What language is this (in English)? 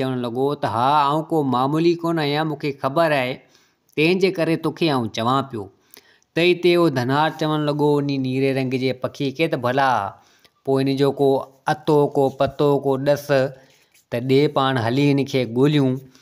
Sindhi